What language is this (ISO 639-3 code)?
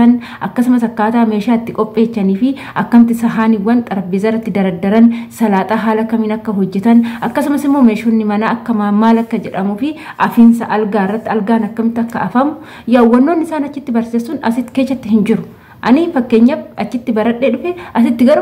orm